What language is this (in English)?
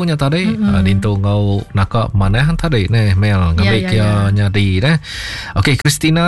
Iban